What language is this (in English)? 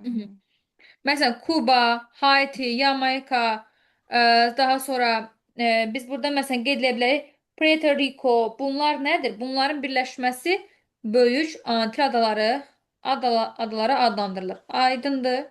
Azerbaijani